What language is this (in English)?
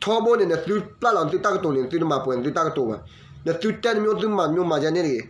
S'gaw Karen